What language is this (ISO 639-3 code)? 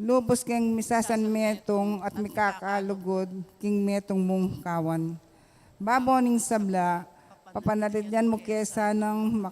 pam